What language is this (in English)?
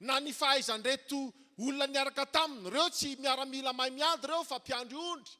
Malagasy